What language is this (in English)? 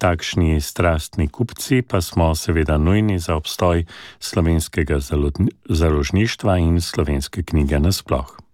Slovenian